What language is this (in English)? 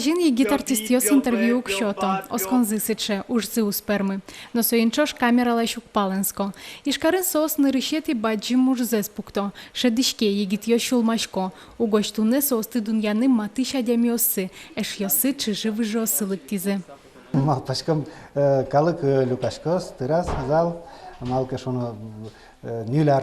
Udmurt